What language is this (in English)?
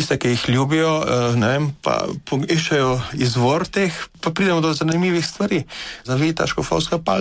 Slovenian